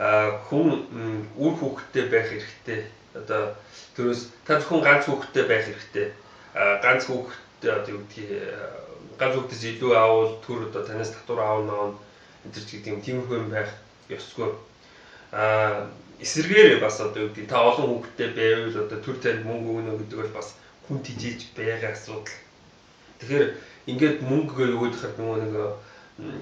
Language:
Mongolian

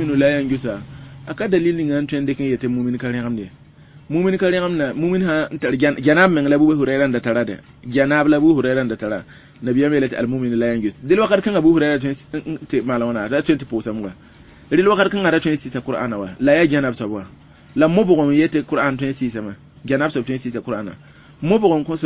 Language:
Mossi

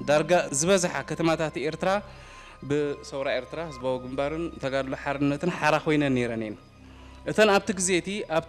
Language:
Tigrinya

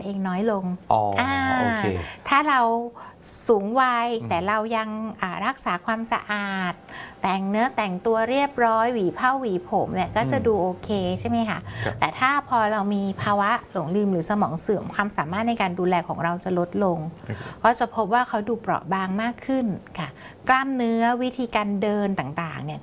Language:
Thai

